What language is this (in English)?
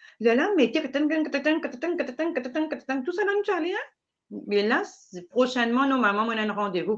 Morisyen